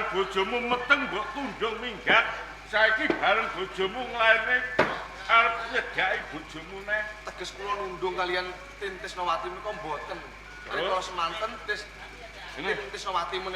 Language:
Javanese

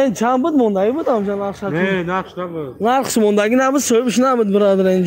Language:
Tajik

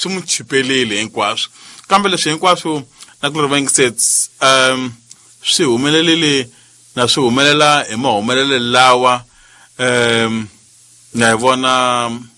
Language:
Tsonga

